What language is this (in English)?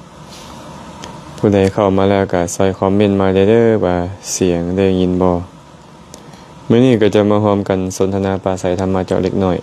Lao